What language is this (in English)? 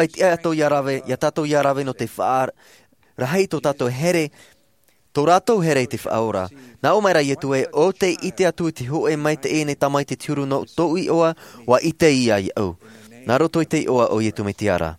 Tahitian